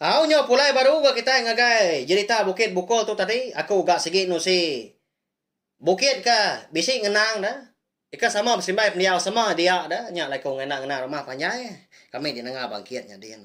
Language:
Iban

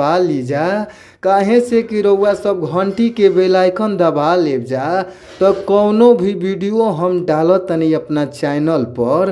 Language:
Bhojpuri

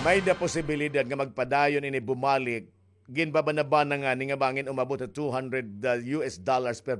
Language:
Waray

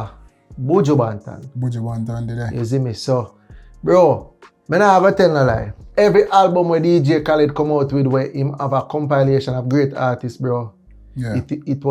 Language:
Jamaican Creole English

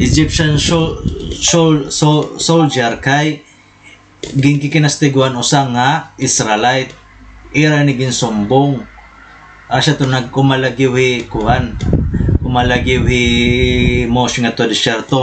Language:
Waray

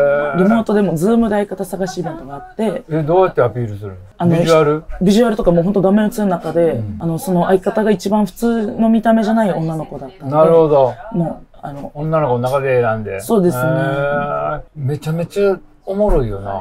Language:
Japanese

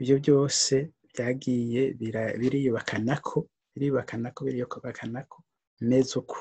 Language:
Rundi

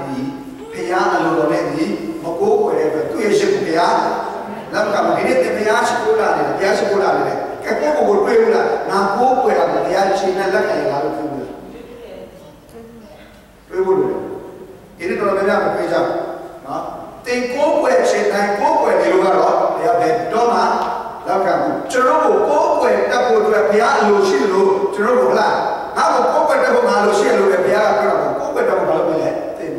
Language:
Burmese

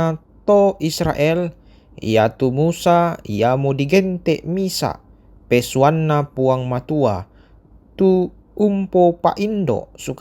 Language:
Toraja-Sa'dan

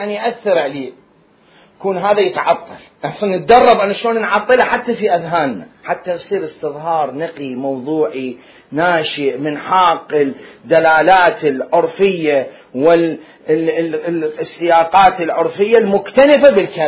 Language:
Mesopotamian Arabic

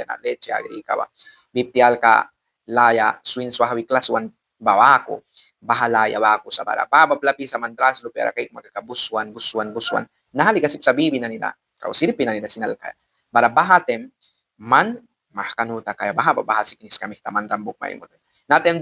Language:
Mískito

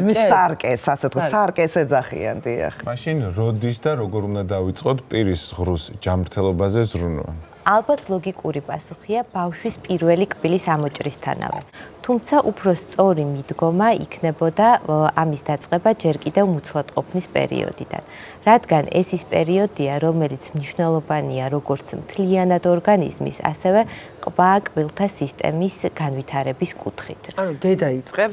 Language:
Georgian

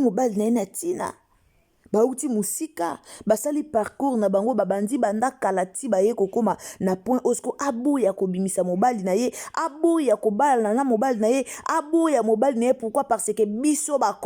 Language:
Lingala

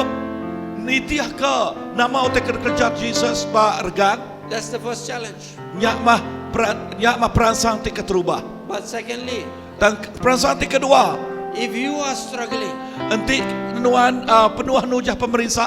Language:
Iban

